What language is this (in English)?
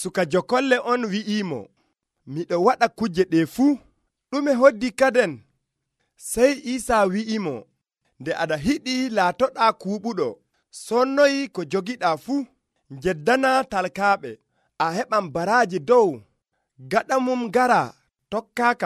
Nigerian Fulfulde